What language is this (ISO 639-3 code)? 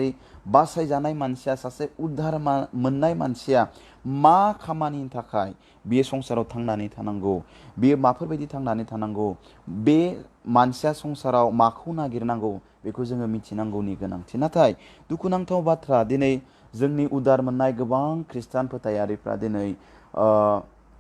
brx